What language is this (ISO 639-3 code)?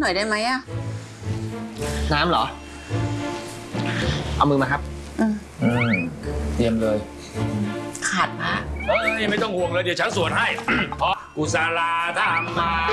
tha